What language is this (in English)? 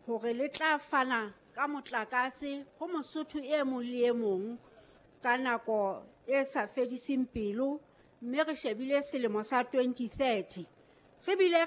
Southern Sotho